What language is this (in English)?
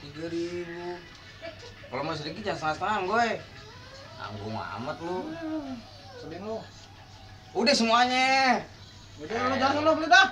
Betawi